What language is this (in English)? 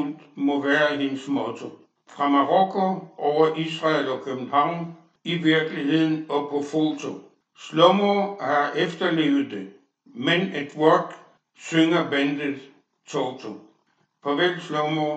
Danish